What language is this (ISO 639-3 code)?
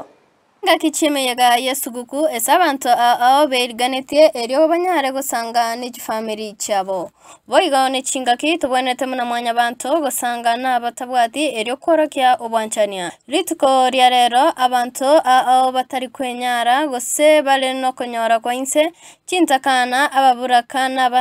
guz